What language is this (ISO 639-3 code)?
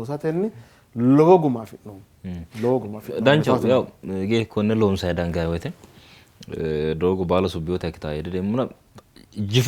sid